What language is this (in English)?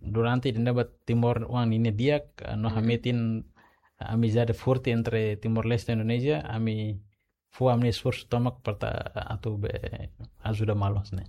Tetum